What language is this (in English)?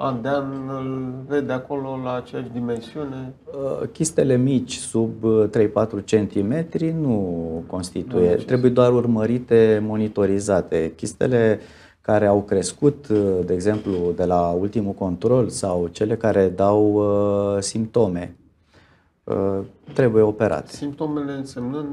Romanian